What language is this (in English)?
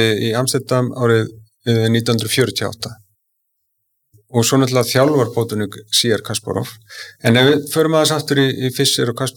Icelandic